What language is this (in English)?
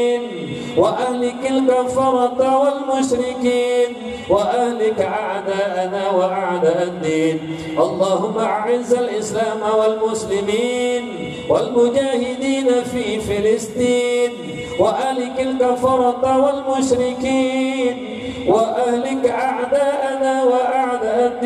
Achinese